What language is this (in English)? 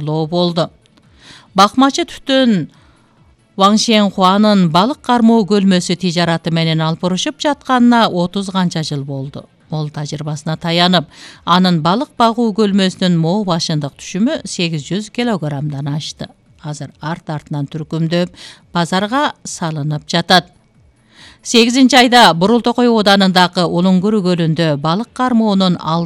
Kyrgyz